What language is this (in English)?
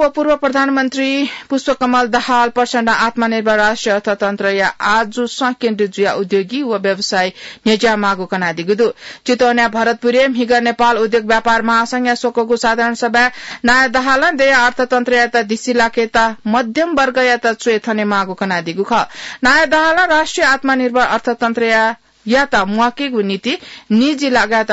Newari